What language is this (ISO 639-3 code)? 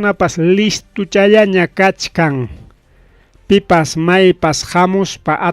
quy